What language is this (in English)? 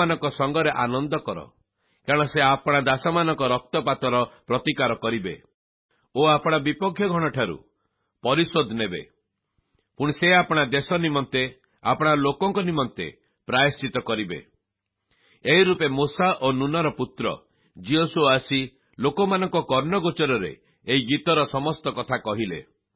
Odia